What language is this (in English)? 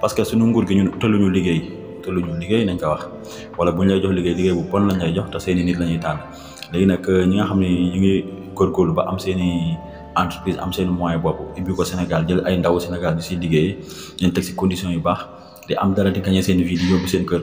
Wolof